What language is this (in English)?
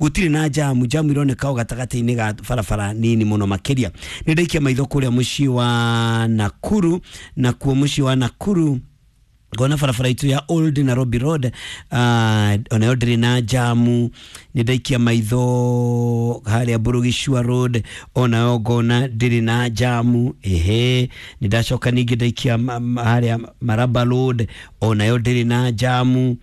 Kikuyu